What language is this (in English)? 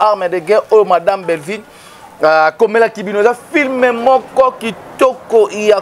Lingala